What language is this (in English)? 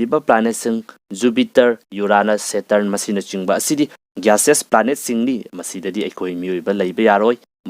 Manipuri